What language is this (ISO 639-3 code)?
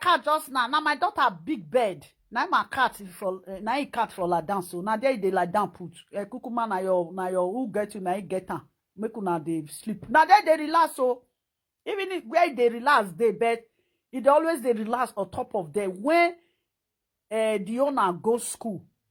pcm